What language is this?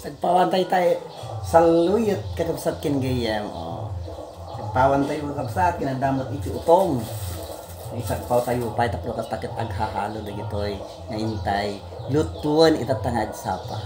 Iloko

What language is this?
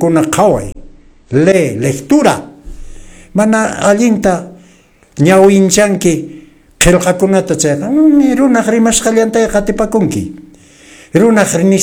Quechua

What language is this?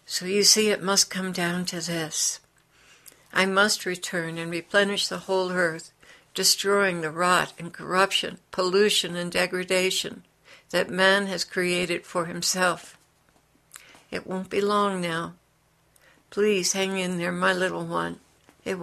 English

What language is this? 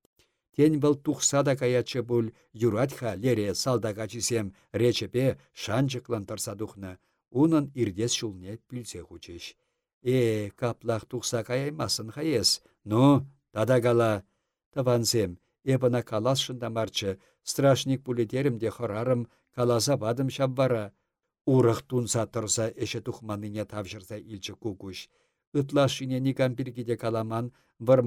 Chuvash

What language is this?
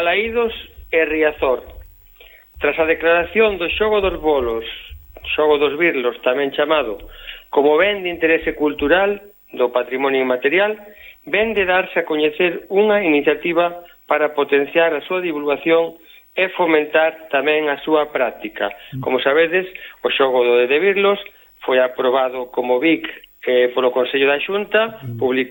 Galician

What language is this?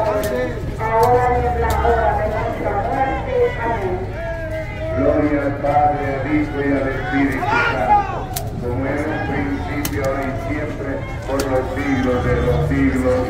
Spanish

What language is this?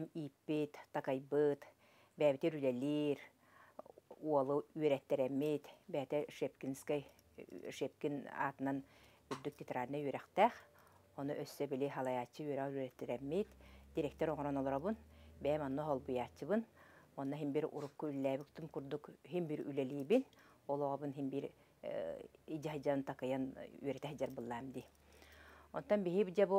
Yakut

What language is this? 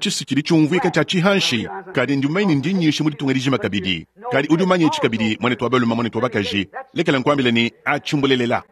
Luba-Lulua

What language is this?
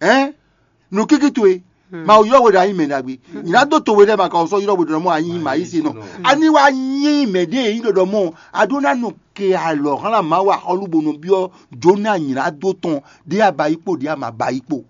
Fon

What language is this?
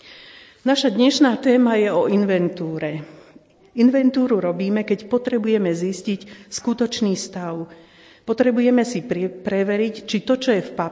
Slovak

